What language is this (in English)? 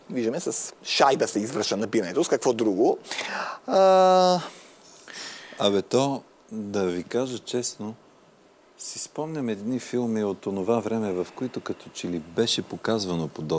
Bulgarian